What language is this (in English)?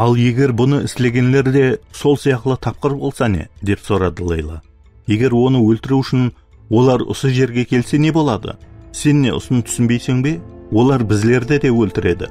Kara-Kalpak